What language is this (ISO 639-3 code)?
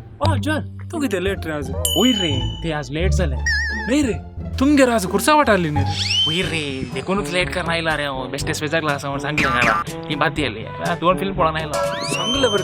kok